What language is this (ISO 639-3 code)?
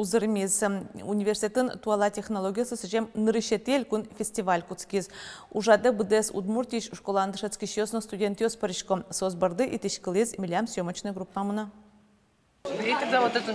udm